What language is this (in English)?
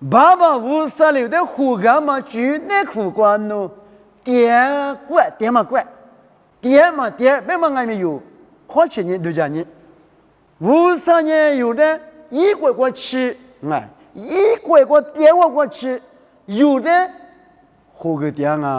Lisu